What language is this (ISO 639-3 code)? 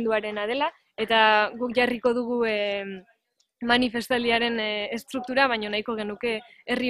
eus